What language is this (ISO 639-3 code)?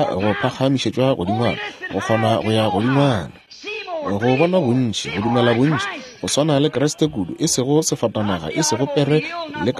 nso